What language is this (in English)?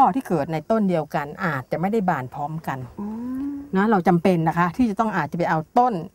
Thai